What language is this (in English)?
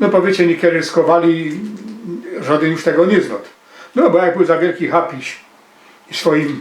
Silesian